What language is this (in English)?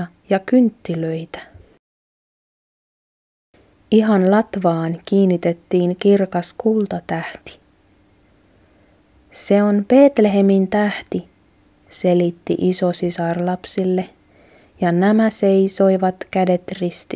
Finnish